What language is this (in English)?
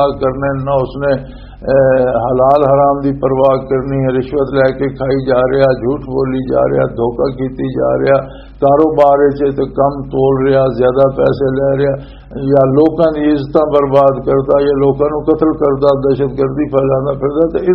Western Panjabi